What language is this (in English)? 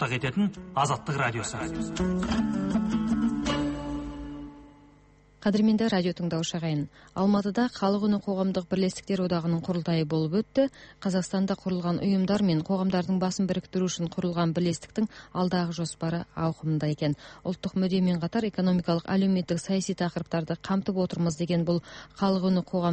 Kazakh